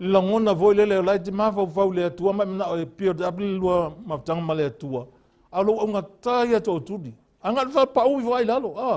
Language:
Samoan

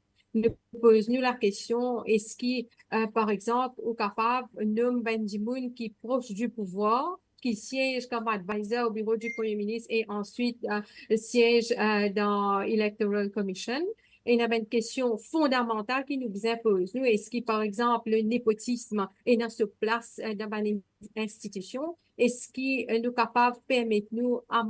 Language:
Morisyen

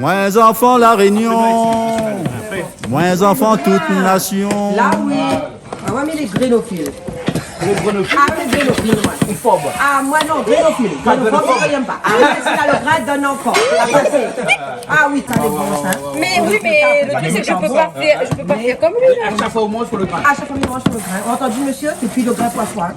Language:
Réunion Creole French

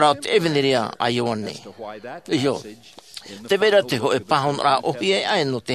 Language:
Tahitian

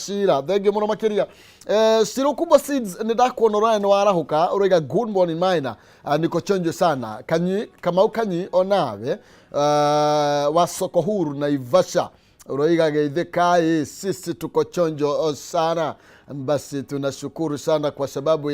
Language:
Kikuyu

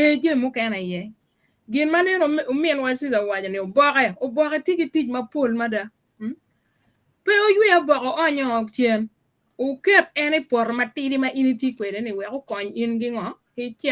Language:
Acoli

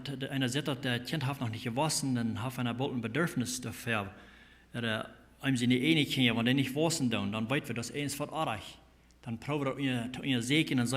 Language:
Plautdietsch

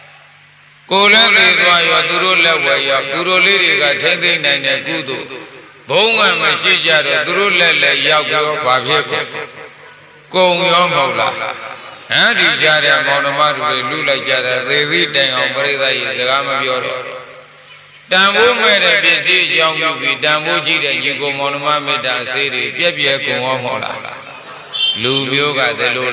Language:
Burmese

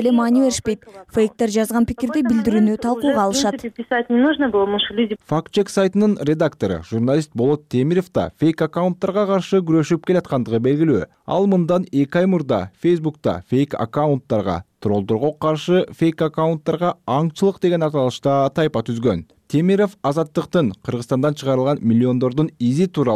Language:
Kyrgyz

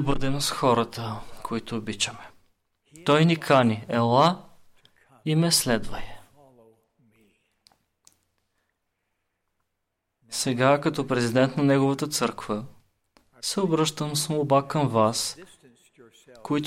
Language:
Bulgarian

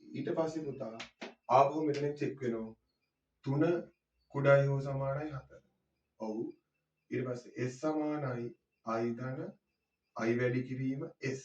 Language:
Sinhala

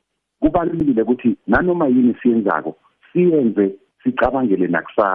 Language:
South Ndebele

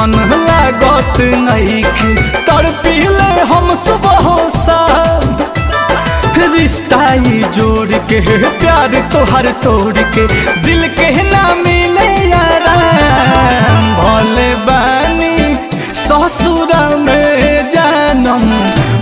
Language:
Bhojpuri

